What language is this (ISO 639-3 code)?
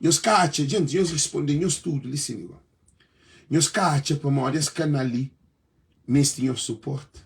kea